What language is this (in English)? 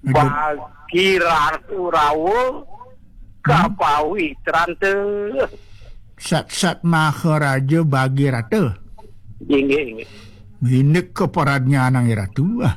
Balinese